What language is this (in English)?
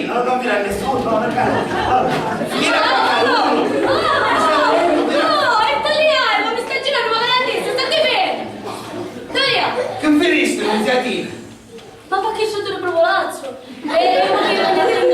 Sicilian